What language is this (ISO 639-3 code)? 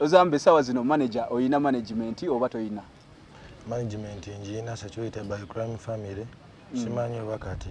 lug